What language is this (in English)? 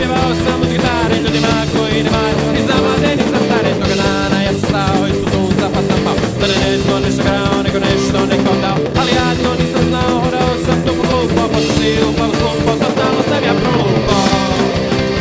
Croatian